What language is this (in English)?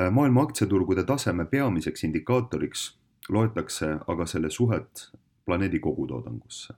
Estonian